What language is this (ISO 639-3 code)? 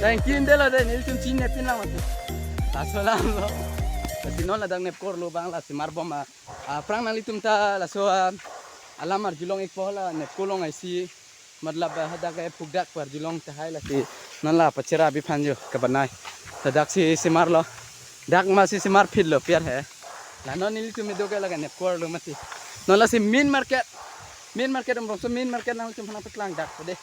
mjw